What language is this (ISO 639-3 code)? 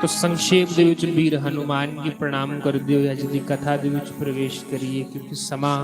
doi